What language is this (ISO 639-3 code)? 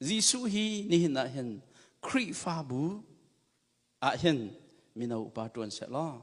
cnh